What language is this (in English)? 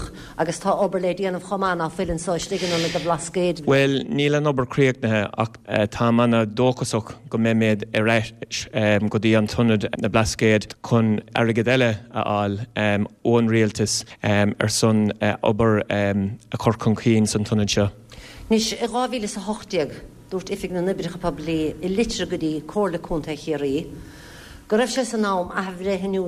Irish